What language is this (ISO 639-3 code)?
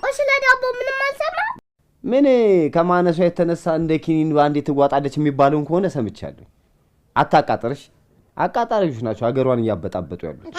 amh